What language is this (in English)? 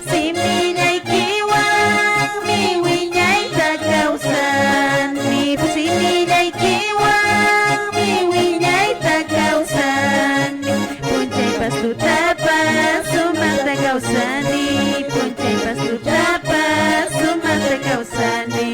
Quechua